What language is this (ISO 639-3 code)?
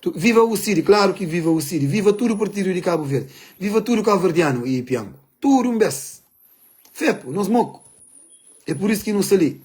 kea